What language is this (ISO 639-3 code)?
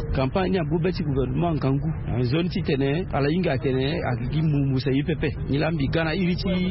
sag